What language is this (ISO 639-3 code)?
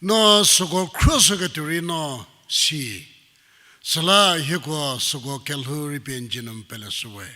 njm